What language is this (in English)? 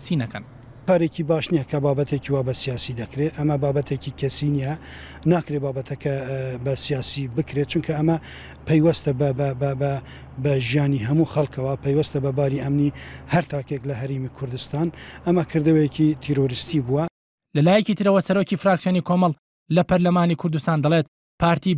Central Kurdish